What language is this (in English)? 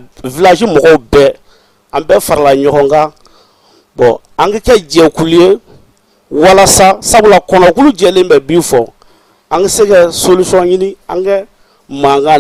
Bambara